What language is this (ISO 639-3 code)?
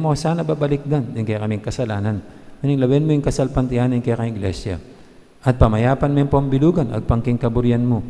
pam